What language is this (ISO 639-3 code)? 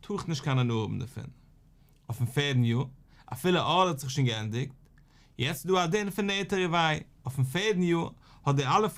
yid